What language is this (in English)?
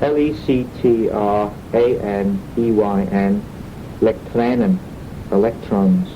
Manx